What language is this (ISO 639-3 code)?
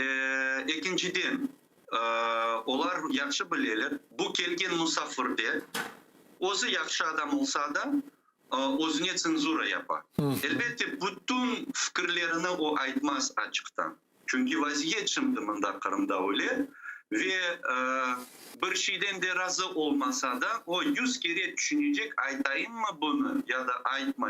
crh